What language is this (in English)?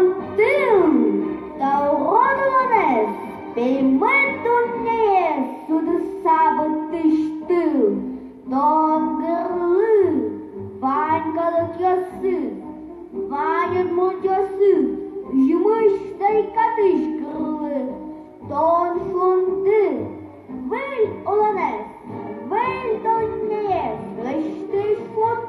Udmurt